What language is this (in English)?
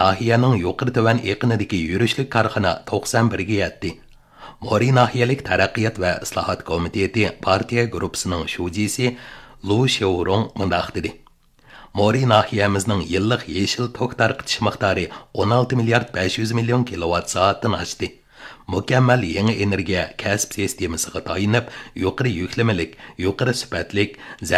Uyghur